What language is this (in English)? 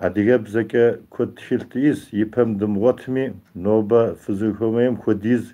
Kabardian